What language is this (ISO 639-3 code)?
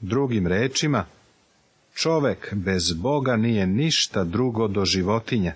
srp